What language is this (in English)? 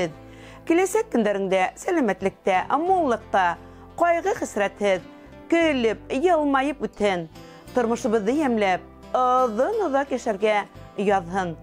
Bashkir